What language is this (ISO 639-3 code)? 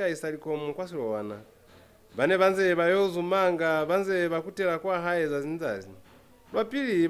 loz